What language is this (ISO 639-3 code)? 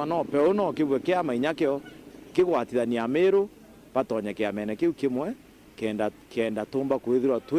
mer